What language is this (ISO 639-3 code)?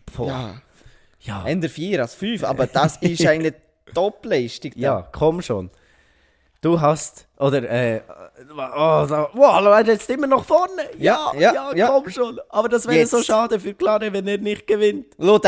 gsw